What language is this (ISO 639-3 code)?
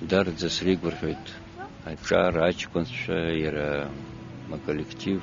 abk